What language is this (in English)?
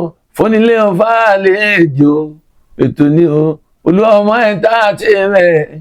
Yoruba